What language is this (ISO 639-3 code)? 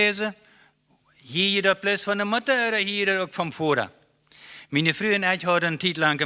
pdt